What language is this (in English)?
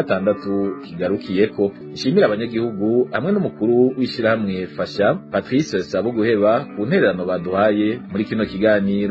Rundi